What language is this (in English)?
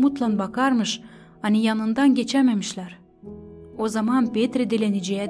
Gagauz